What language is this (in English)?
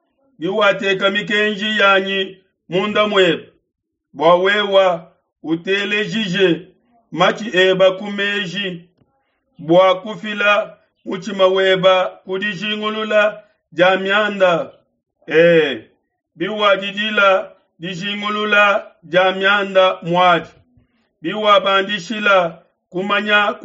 Luba-Lulua